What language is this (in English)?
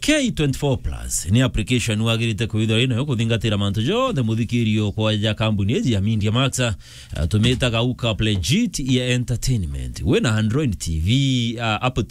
Meru